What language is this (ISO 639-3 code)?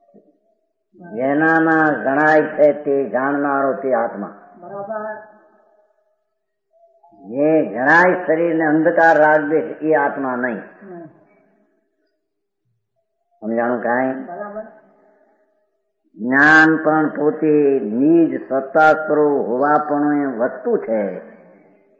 guj